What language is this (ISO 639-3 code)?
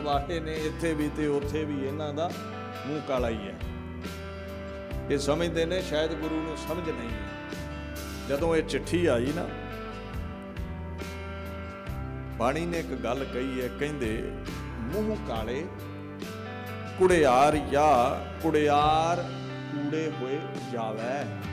pan